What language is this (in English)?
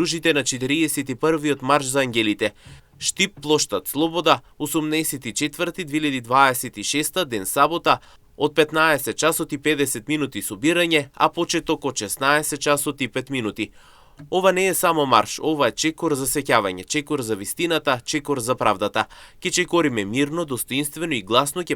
Macedonian